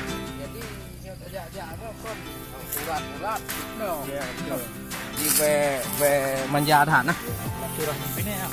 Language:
Achinese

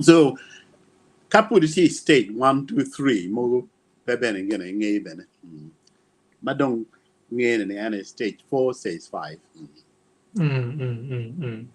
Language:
Acoli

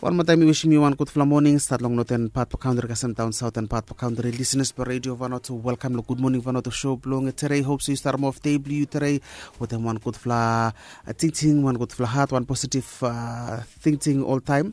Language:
Bislama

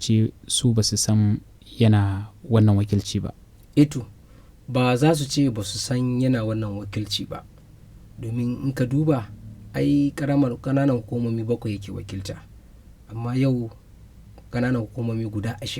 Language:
Hausa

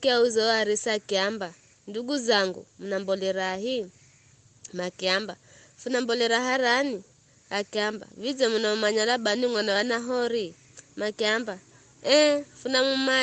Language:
Giryama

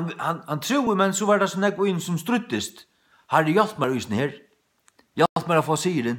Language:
Faroese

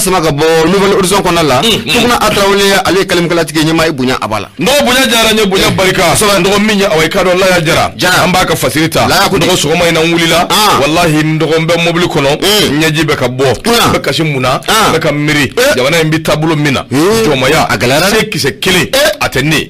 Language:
Bambara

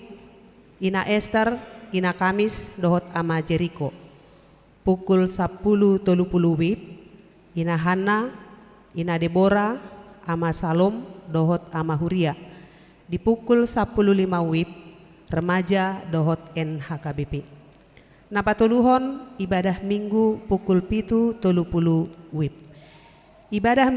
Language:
Batak Toba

